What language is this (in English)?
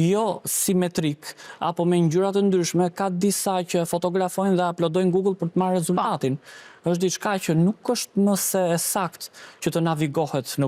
Albanian